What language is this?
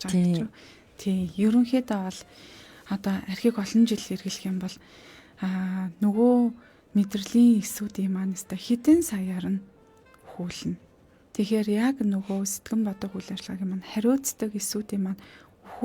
Mongolian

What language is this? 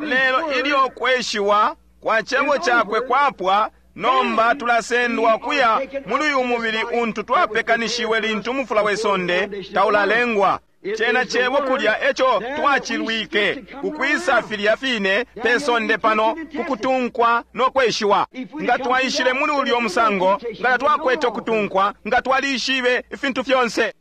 Bemba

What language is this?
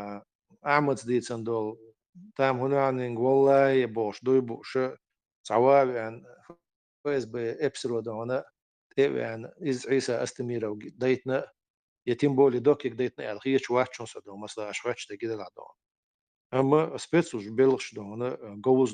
Chechen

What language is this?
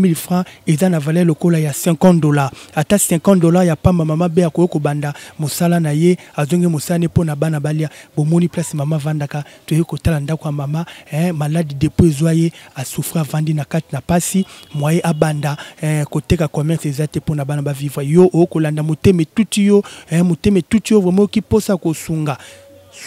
Lingala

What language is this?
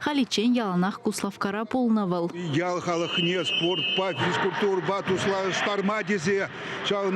Chuvash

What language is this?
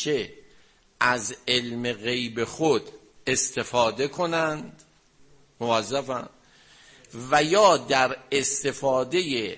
Persian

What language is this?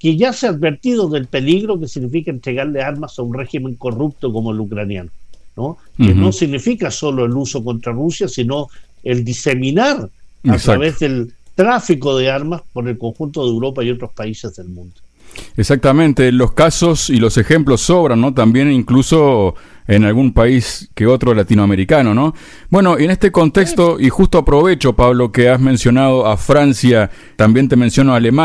Spanish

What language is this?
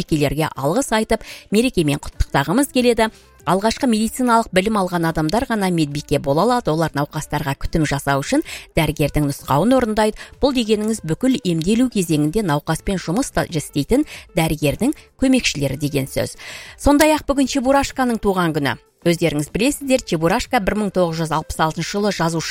Kazakh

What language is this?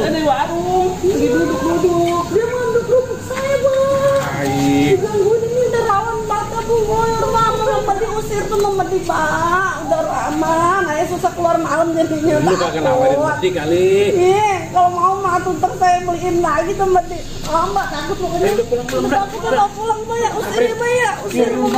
Betawi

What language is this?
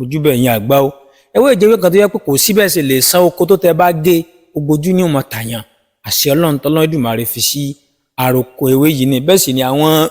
Yoruba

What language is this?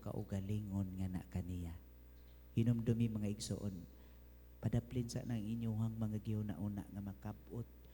Cebuano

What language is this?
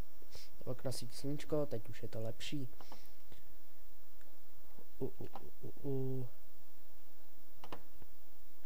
Czech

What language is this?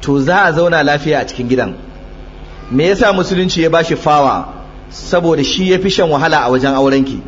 Hausa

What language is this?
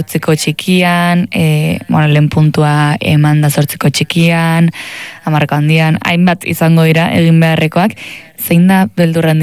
Basque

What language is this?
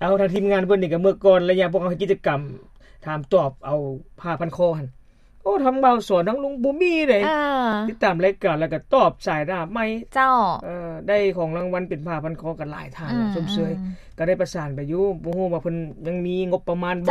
Lao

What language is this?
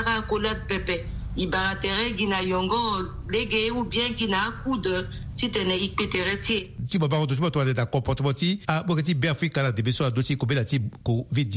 Sango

